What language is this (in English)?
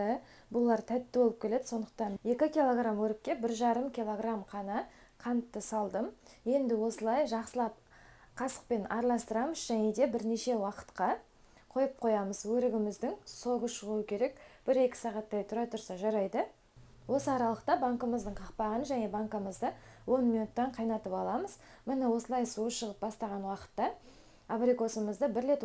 Kazakh